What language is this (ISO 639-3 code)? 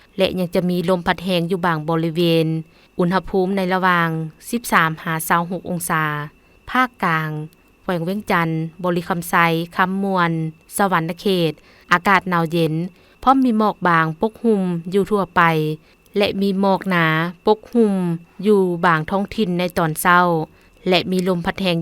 lao